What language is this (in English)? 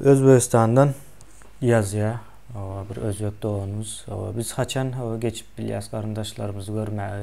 Turkmen